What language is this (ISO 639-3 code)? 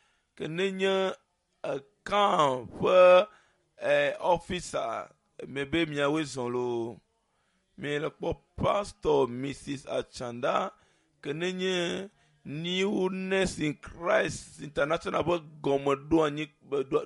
ewe